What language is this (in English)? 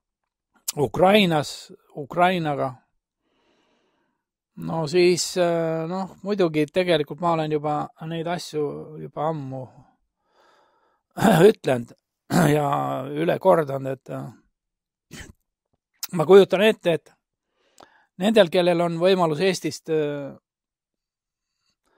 Estonian